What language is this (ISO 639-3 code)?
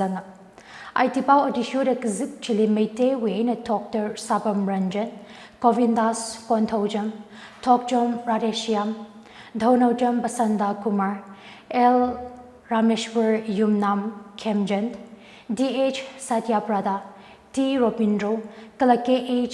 nmf